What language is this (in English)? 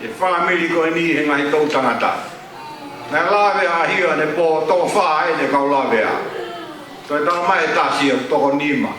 Tongan